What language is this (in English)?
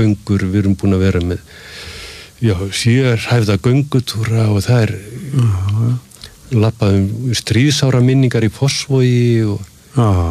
Icelandic